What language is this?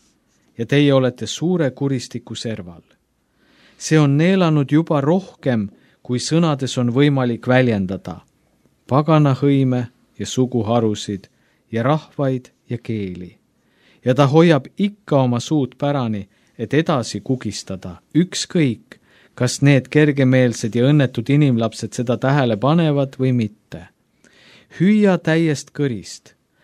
Estonian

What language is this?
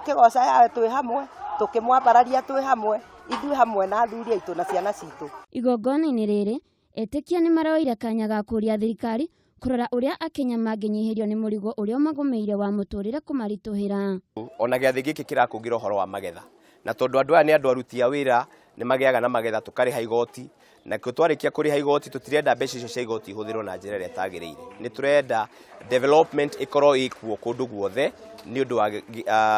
Kikuyu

